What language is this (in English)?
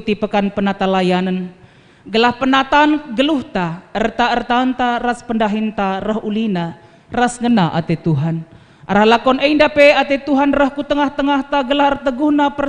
Batak Karo